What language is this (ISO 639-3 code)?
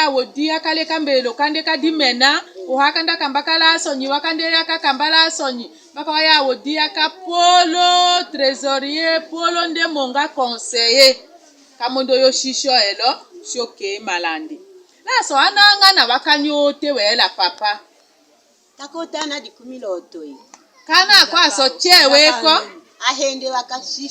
tll